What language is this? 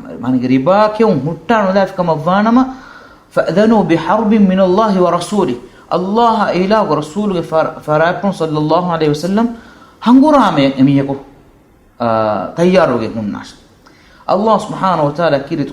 Divehi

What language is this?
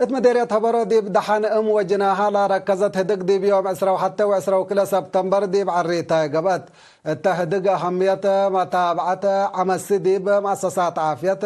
Tigre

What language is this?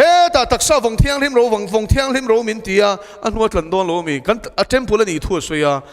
Mizo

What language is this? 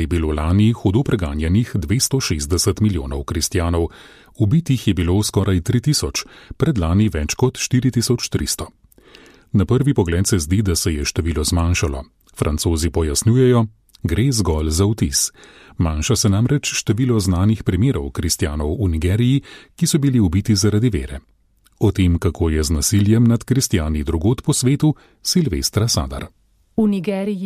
Slovenian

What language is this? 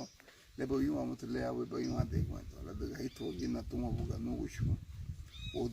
Garifuna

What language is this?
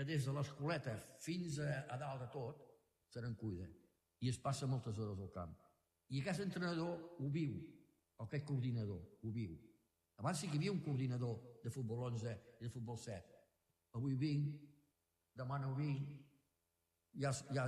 Catalan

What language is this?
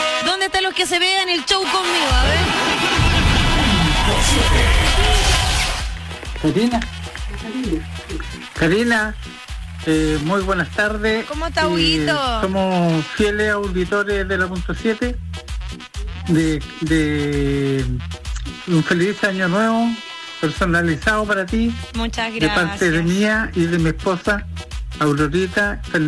Spanish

